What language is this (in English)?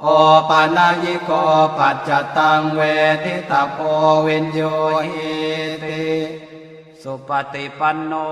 Pali